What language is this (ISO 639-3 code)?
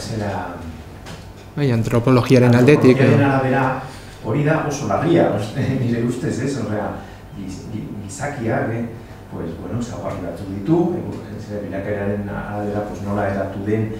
eus